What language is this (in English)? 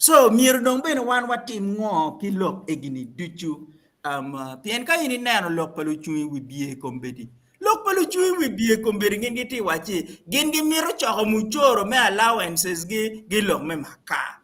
Acoli